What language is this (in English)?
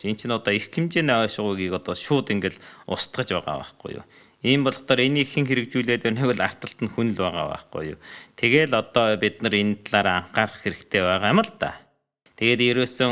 Mongolian